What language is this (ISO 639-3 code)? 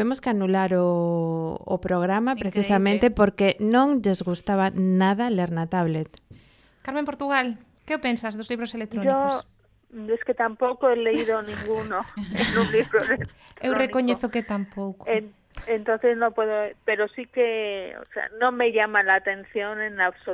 glg